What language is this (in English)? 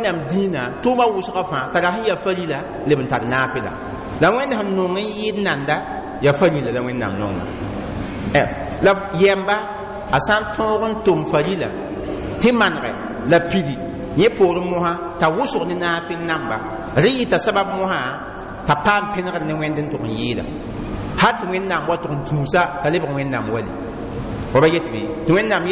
Mossi